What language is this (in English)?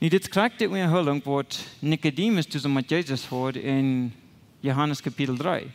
Plautdietsch